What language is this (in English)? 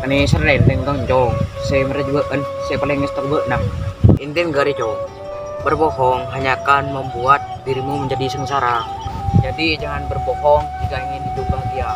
Madurese